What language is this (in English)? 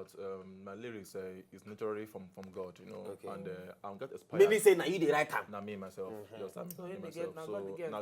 Nigerian Pidgin